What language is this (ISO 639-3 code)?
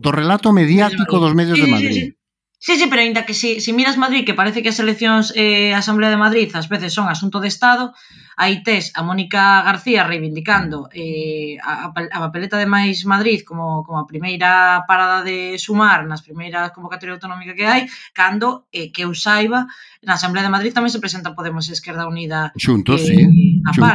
glg